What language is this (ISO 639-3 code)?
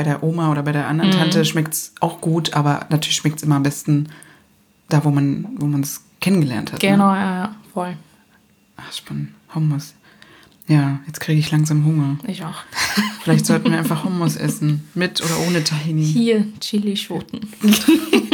deu